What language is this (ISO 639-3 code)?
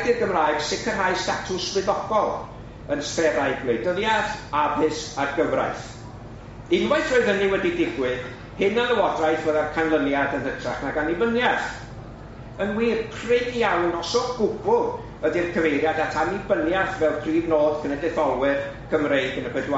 cym